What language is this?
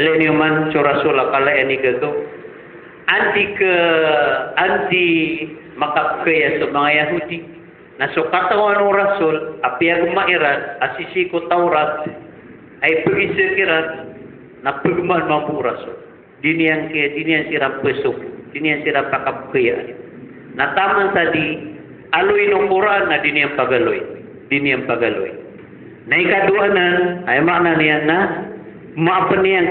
Maranao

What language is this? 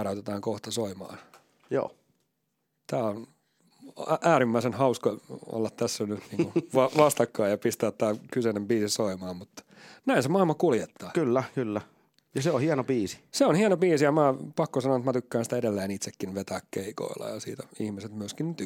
Finnish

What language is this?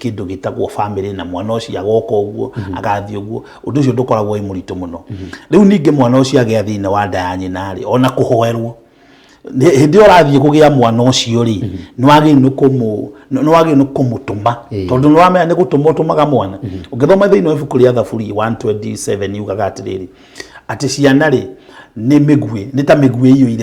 Kikuyu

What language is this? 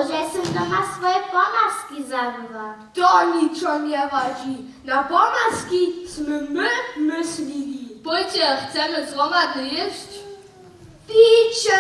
Upper Sorbian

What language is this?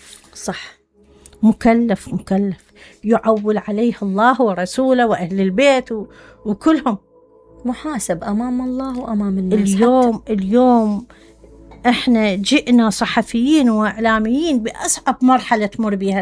Mesopotamian Arabic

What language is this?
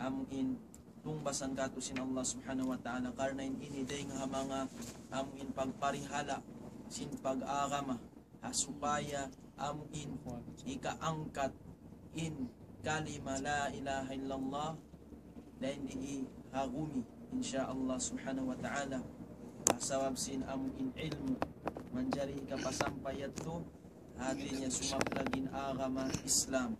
Tausug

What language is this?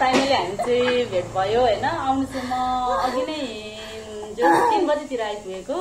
Nepali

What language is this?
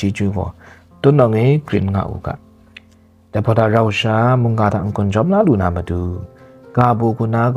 Kachin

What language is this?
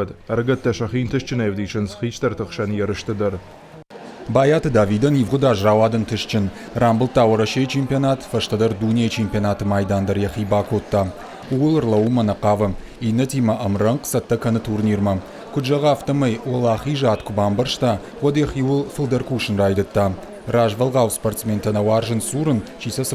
Ossetic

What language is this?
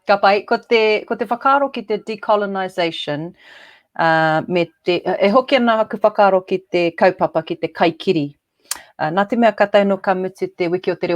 Māori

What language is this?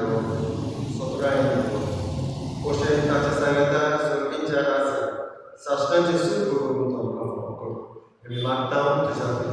Konkani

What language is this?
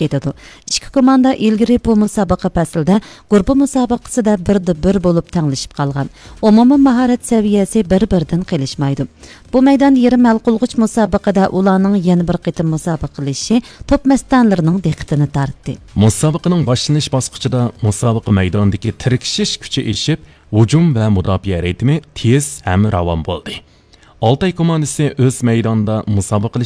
Uyghur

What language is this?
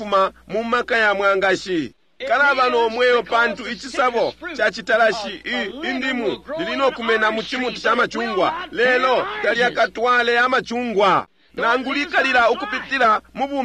Bemba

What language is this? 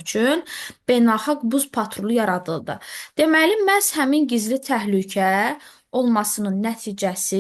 Azerbaijani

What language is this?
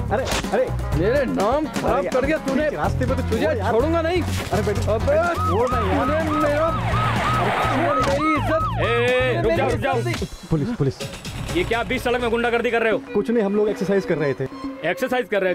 Hindi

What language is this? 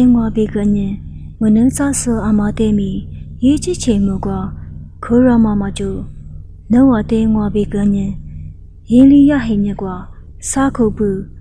Lisu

